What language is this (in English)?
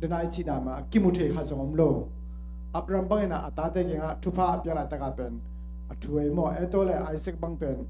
Tedim Chin